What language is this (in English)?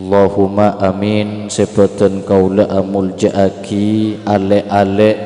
Madurese